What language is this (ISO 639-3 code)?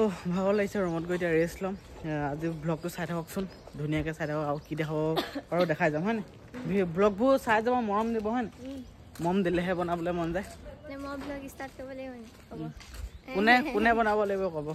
asm